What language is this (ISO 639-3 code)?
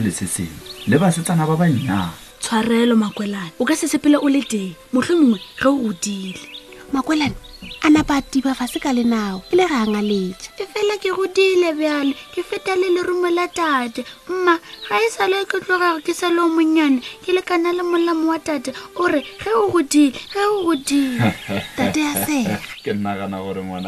nso